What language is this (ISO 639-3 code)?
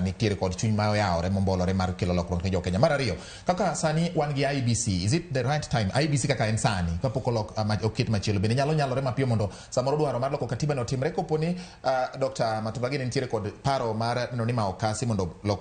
luo